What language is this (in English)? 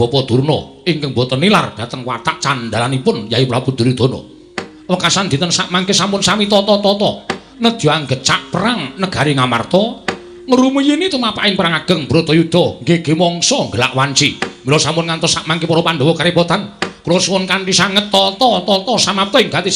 Javanese